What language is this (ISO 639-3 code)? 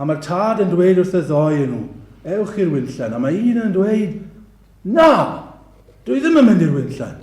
cym